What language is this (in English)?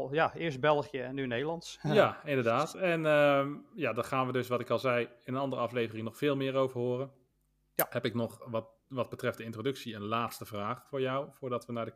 Dutch